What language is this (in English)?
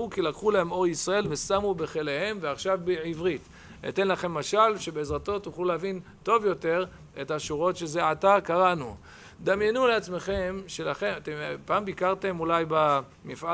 Hebrew